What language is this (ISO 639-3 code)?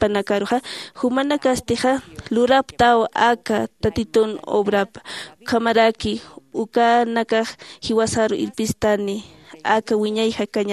aym